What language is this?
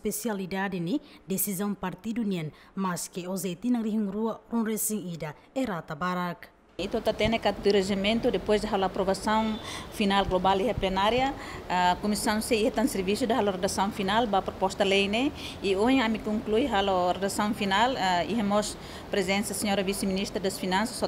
Tetum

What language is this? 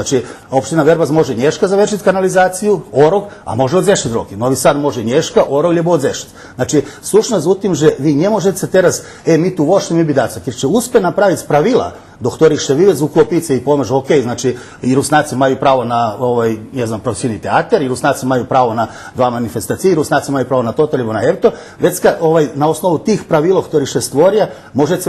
Rusyn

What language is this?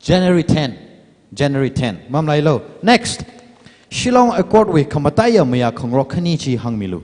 Tangkhul Naga (India)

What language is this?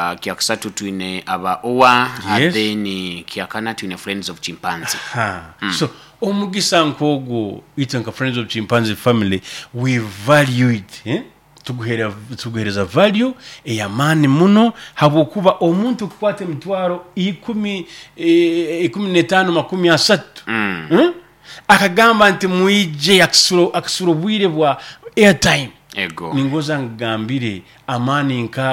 Nyoro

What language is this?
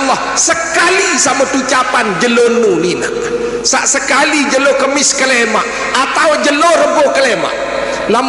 Sasak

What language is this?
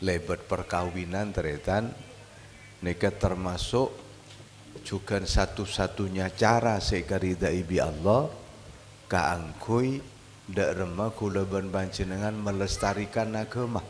Madurese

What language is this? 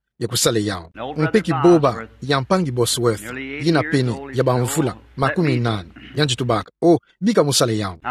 Kituba (Democratic Republic of Congo)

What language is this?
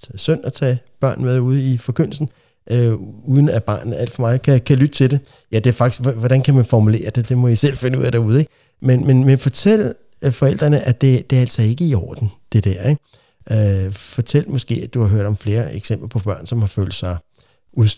Danish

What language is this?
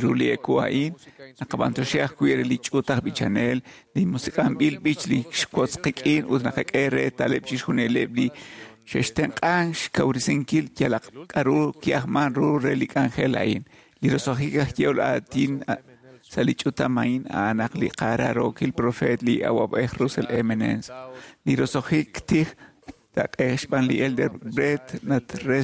Kekchí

